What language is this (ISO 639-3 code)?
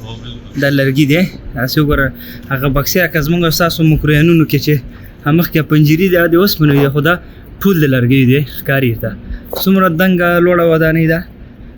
pus